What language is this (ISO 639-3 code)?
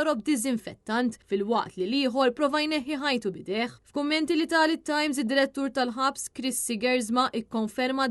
mlt